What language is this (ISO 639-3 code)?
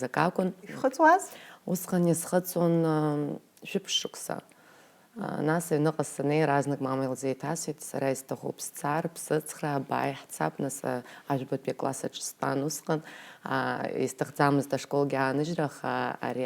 abk